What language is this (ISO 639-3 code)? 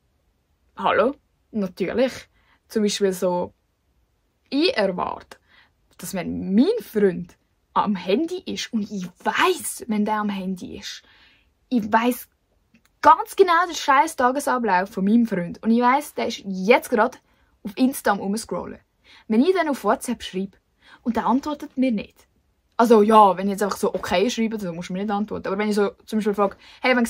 gsw